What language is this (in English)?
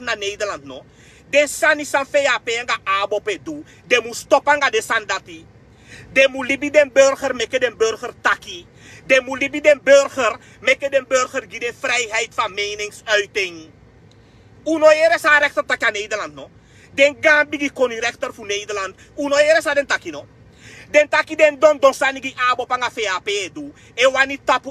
Sranan Tongo